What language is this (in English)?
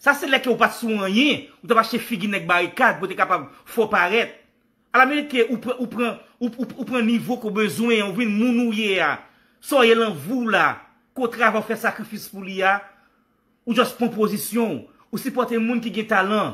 Haitian Creole